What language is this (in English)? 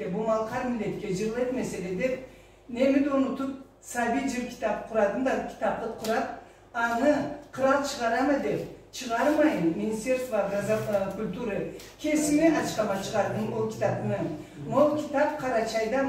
Karachay-Balkar